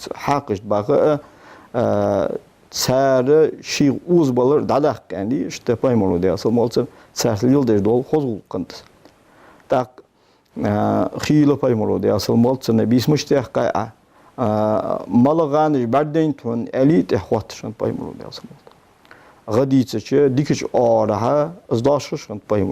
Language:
Ingush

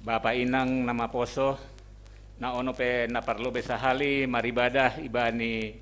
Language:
Batak Simalungun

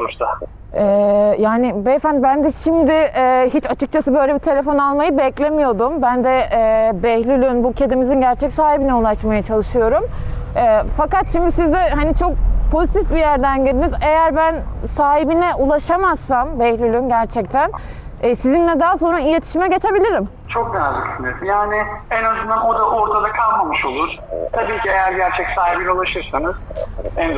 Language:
Turkish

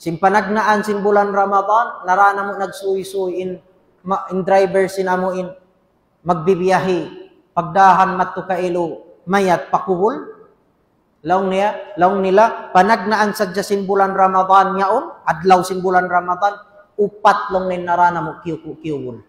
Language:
Tausug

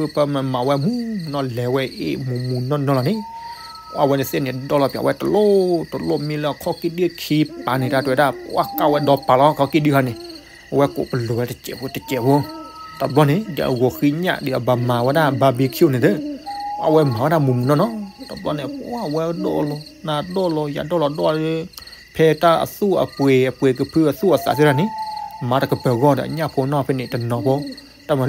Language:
S'gaw Karen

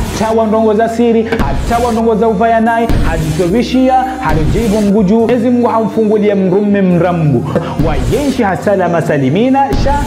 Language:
Ngazidja Comorian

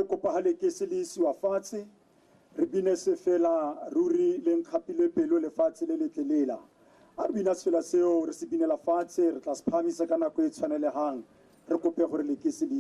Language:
Tswana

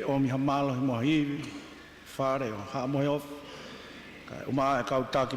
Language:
Tongan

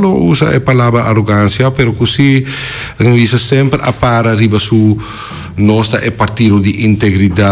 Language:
Papiamento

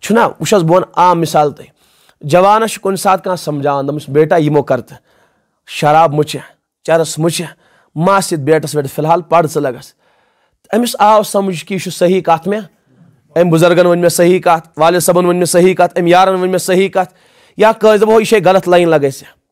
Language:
Kashmiri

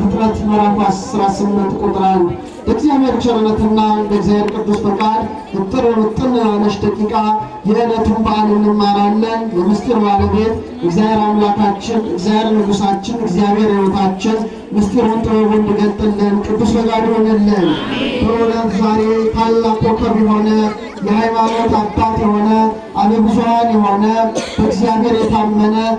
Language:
Amharic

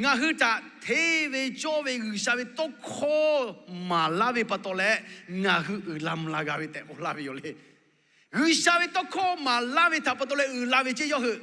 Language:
Lahu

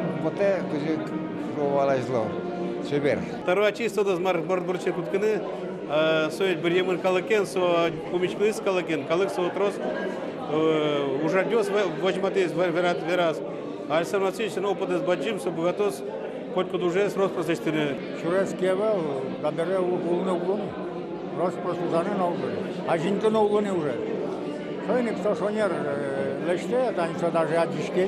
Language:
Udmurt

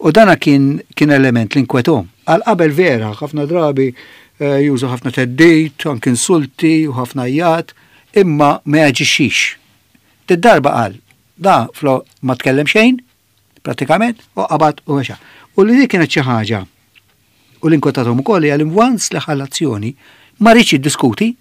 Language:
Maltese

